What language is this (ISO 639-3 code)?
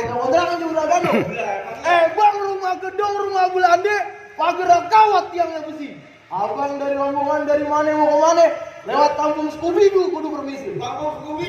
bew